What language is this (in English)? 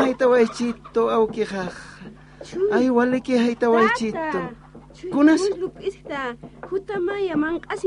Aymara